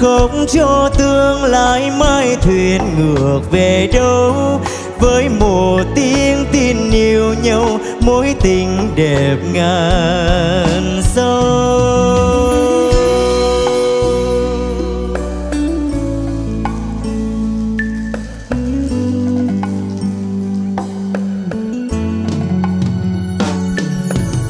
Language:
Vietnamese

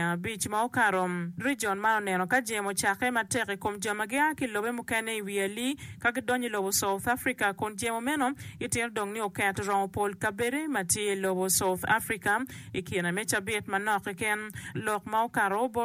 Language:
Acoli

